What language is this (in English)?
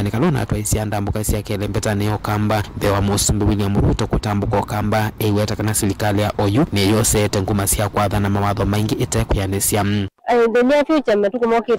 Kamba